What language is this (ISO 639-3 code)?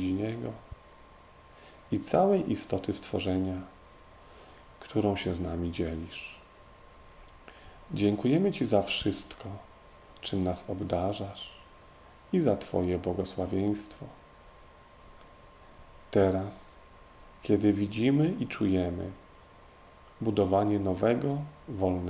pol